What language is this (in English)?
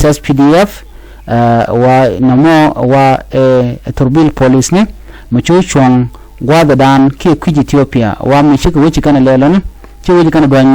Nuer